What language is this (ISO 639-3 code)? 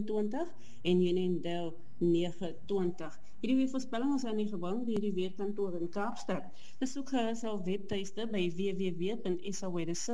afr